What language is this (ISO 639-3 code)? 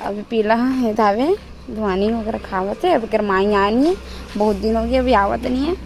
hne